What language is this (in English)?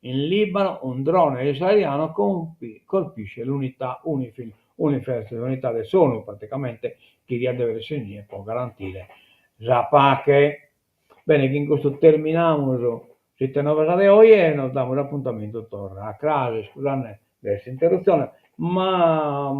Sardinian